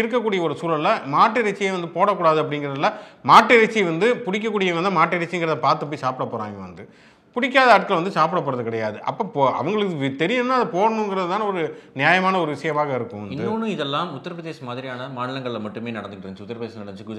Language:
Tamil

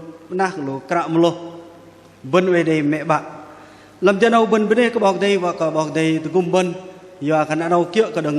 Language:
Bahnar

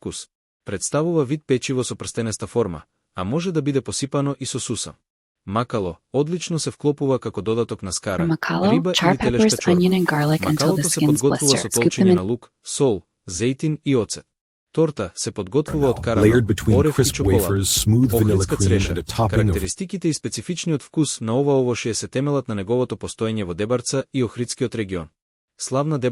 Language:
Macedonian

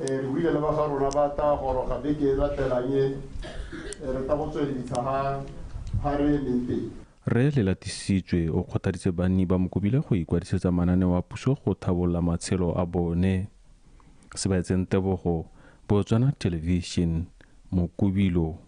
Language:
Tswana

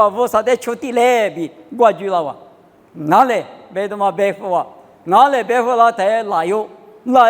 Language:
Lisu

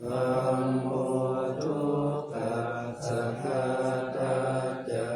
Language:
Pali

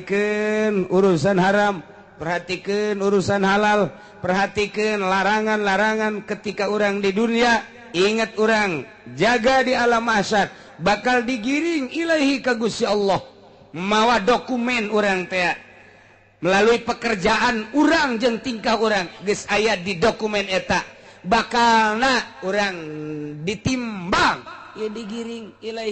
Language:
Sundanese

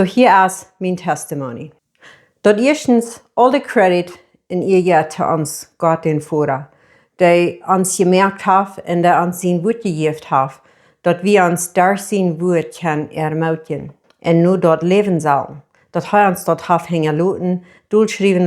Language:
Plautdietsch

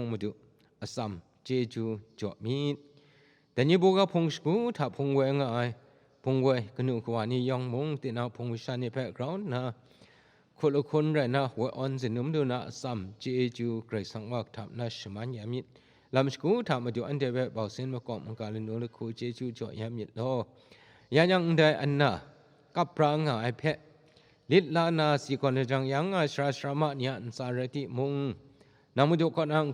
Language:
Kachin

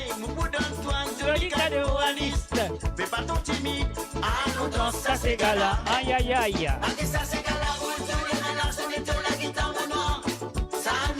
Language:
Morisyen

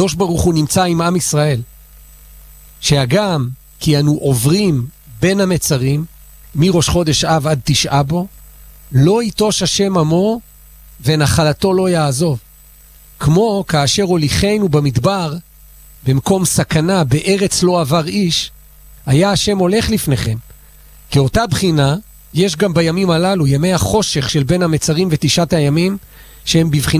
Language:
Hebrew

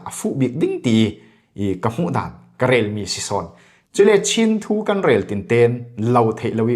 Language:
Falam Chin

